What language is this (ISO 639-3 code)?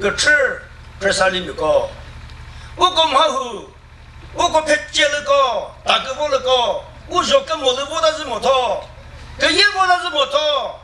nri